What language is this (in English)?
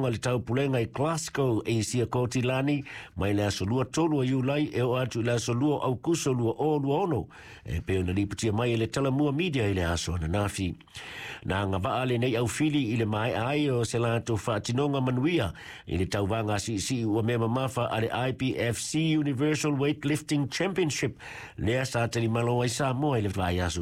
Samoan